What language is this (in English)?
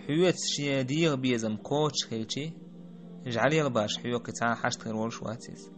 Chechen